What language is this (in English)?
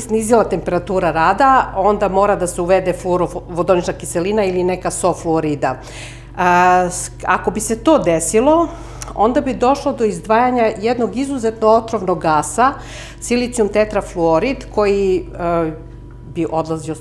Serbian